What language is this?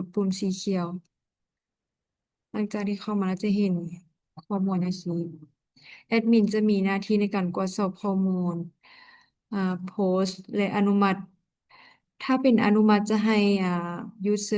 Lao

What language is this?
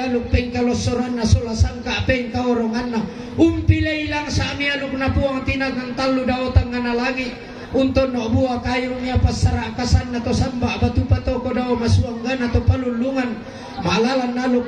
Toraja-Sa'dan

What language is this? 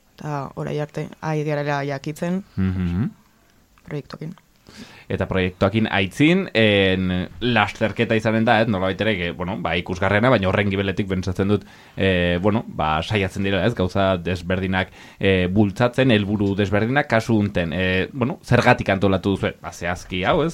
Basque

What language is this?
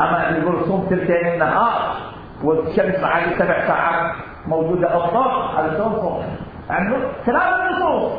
Mesopotamian Arabic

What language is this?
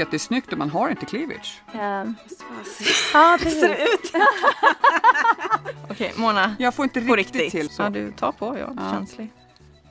Swedish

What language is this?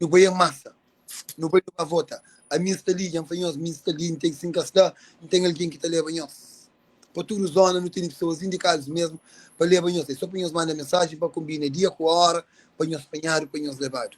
Kabuverdianu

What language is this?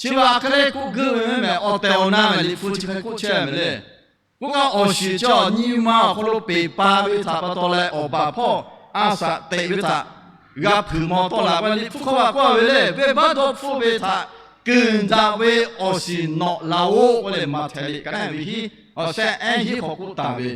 Lahu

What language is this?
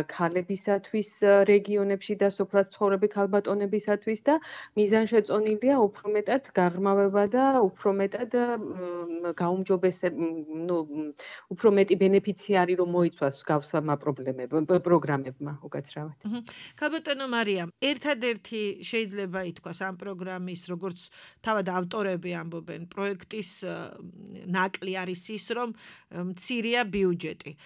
Georgian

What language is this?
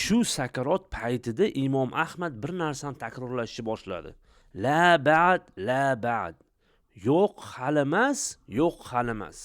Uzbek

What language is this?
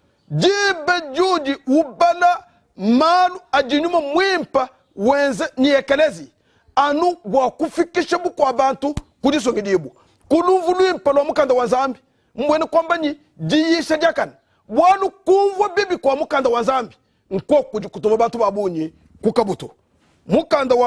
Luba-Lulua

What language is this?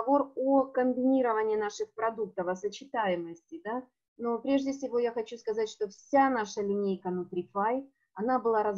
Russian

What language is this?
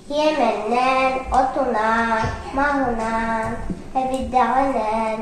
Yakut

